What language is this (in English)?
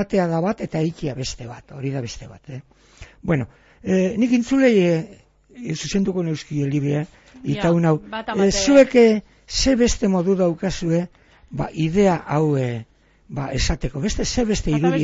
Basque